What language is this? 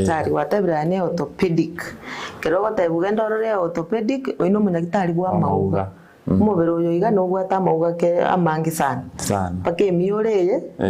Gusii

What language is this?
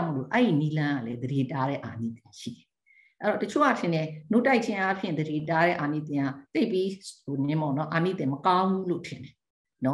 Burmese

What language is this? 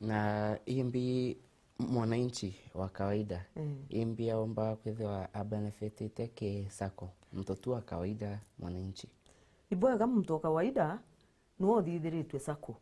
Meru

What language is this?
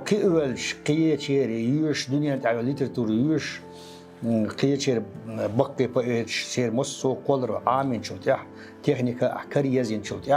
Chechen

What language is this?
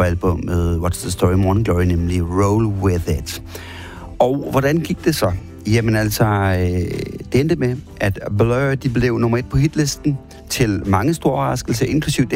Danish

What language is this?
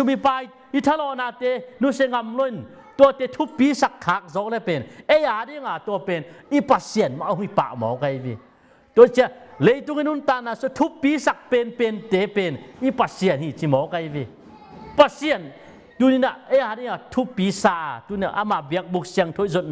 Tedim Chin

